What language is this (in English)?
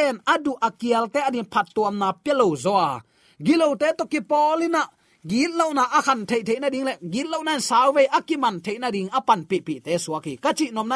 Tedim Chin